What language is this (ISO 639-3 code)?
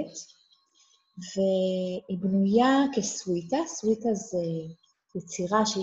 heb